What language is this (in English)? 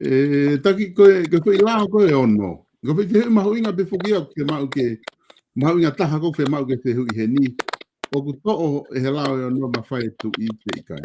Tongan